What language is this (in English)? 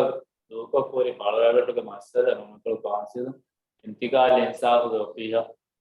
Divehi